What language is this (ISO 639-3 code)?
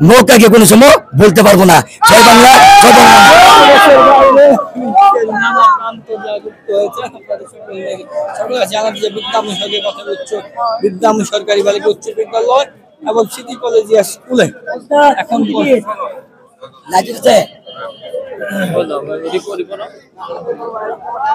ben